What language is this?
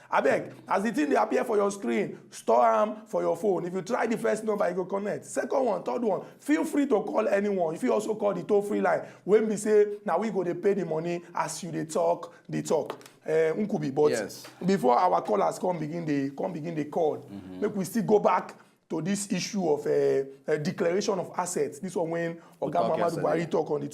Nigerian Pidgin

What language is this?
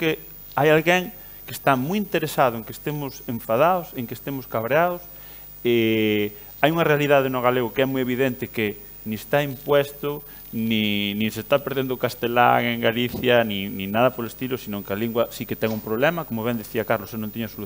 Galician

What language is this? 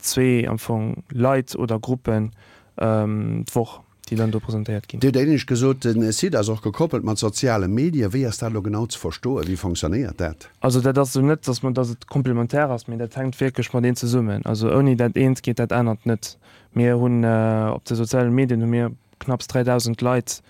Luxembourgish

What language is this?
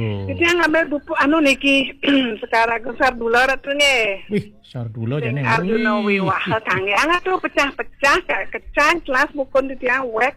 Balinese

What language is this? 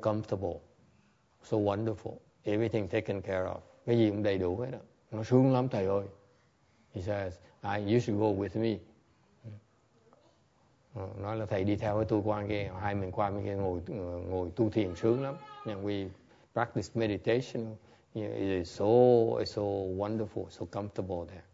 Vietnamese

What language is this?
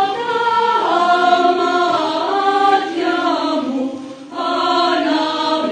Greek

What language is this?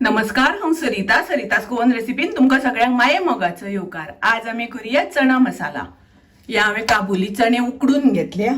Konkani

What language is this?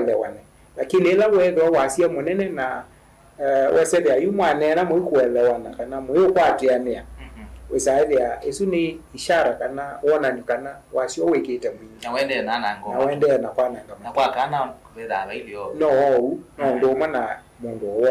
Kamba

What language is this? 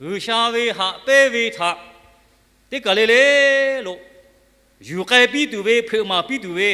Lahu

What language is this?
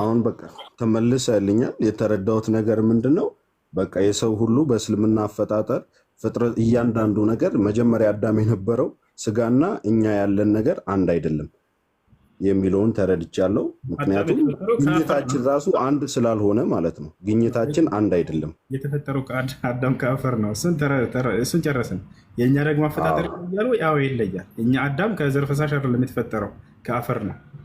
Amharic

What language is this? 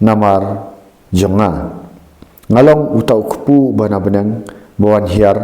Khasi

